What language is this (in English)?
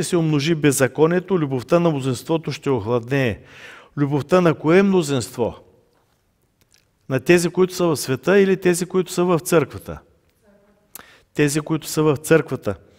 Bulgarian